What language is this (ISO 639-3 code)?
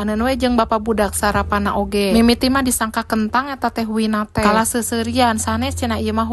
sun